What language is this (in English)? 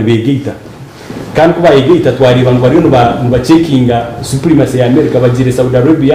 Nyankole